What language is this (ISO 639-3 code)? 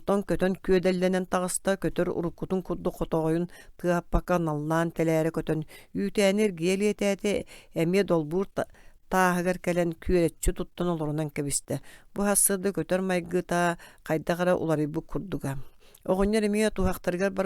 sah